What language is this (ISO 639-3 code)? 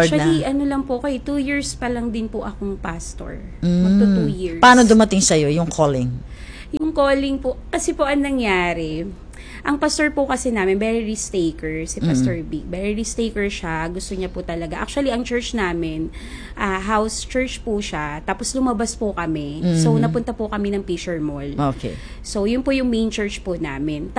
fil